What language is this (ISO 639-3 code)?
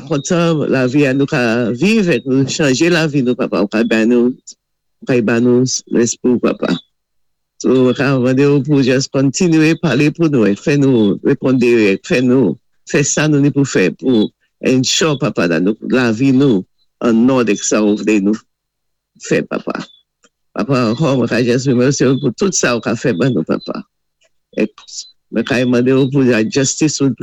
acf